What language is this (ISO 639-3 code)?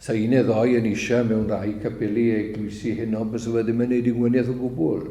cym